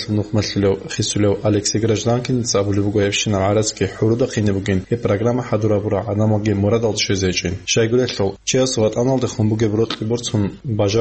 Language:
Avaric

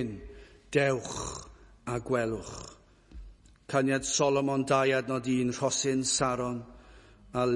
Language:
Welsh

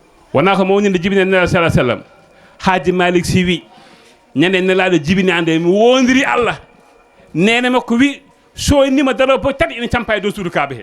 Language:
Fula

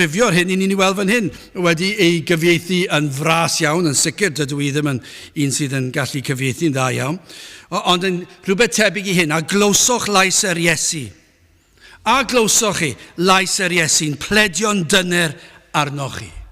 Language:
Welsh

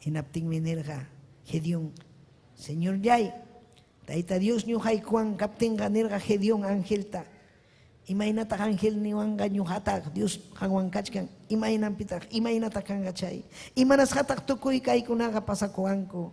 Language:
Ayacucho Quechua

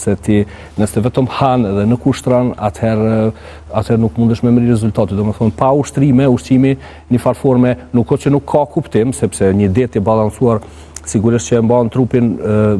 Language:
Albanian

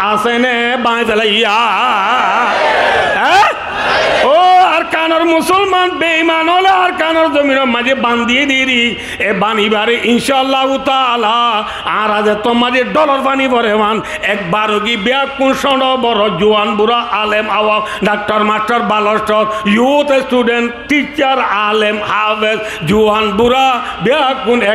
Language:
Rohingya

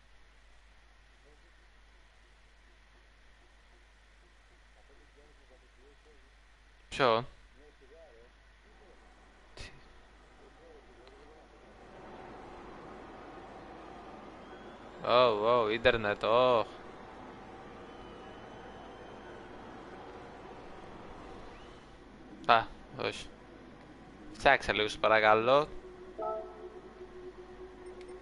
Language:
Greek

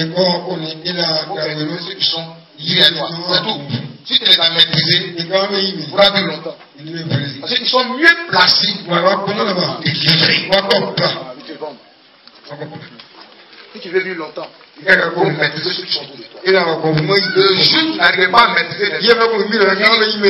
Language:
French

